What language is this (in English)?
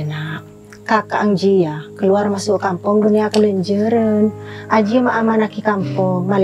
Madurese